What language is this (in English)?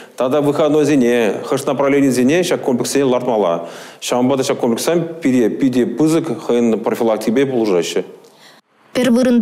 Chuvash